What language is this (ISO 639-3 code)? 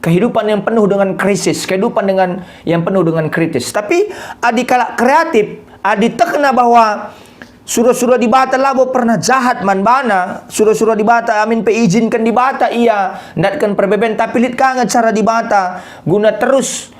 btx